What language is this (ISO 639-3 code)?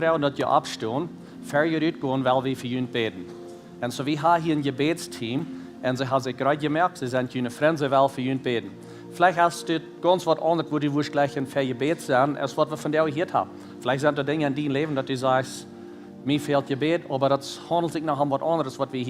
pdt